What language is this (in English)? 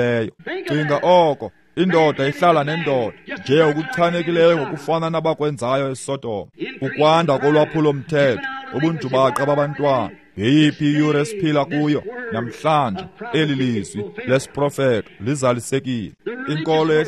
Xhosa